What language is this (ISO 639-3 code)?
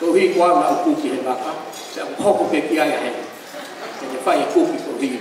ton